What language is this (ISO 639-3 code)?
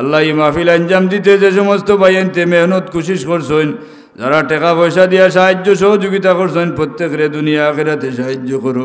syl